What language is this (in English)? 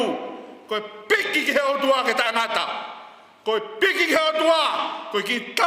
Tongan